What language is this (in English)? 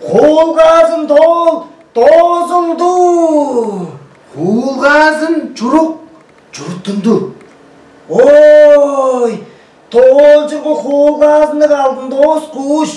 Tuvinian